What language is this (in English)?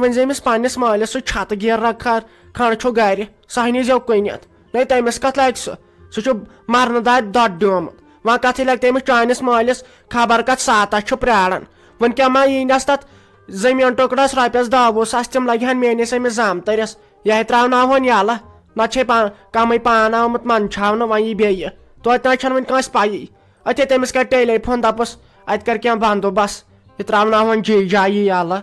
Kashmiri